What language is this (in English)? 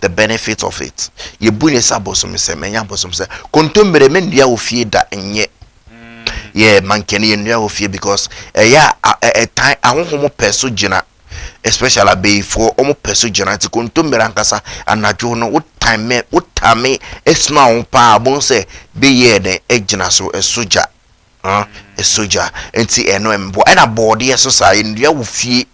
Akan